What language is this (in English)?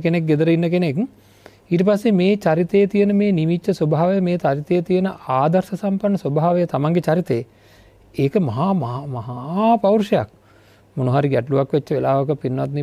Sinhala